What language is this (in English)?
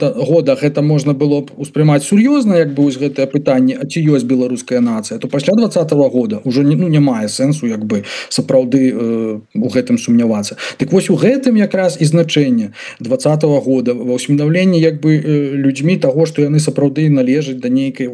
Belarusian